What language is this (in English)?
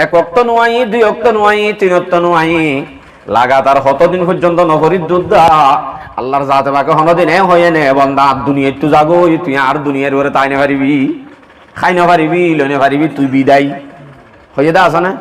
Rohingya